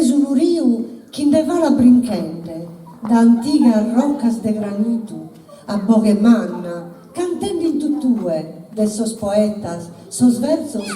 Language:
Sardinian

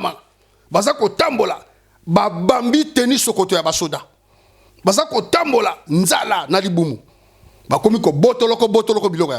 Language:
Lingala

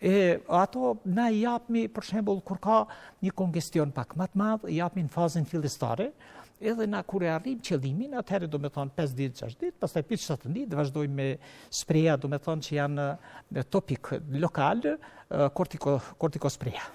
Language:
Albanian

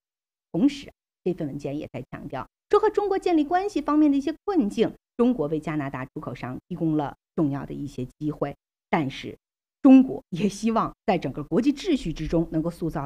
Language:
Chinese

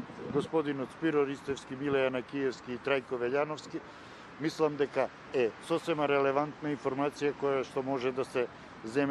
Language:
Macedonian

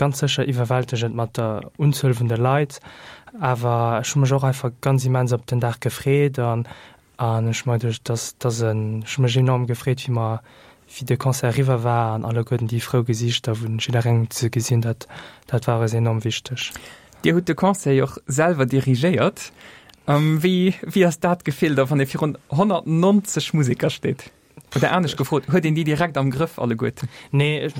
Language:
Luxembourgish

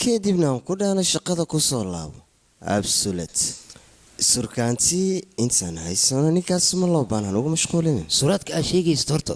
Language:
Somali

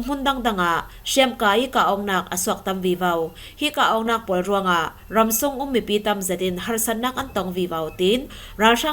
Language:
Falam Chin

